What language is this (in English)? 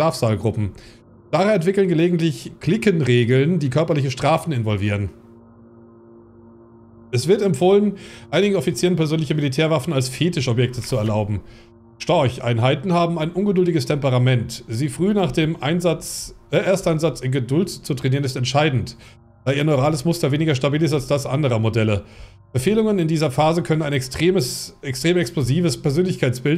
German